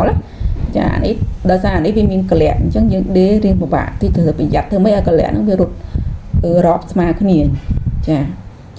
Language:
Khmer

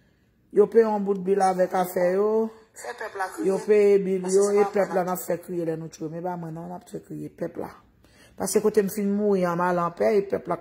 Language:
Haitian Creole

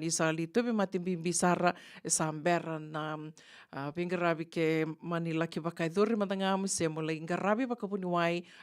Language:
Fijian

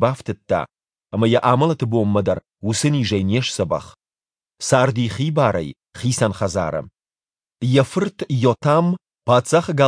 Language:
Ossetic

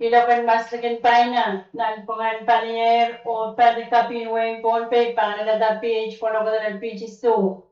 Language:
Pohnpeian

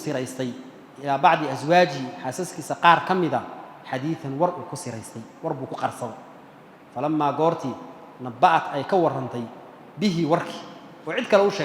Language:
Somali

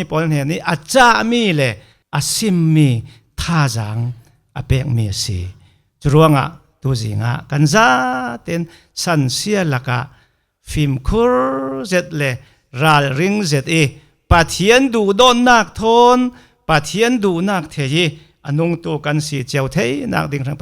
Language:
Falam Chin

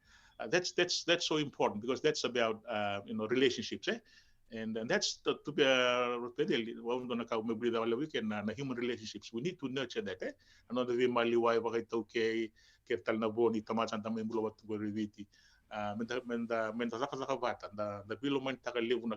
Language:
Fijian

